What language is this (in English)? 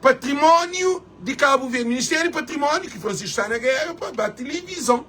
Kabuverdianu